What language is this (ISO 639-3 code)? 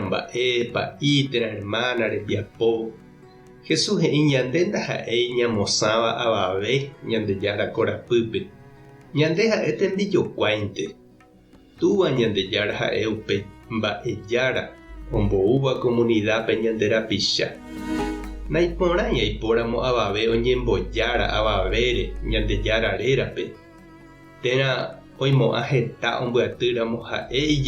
grn